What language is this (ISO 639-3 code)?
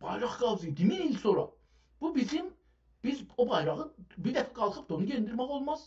azb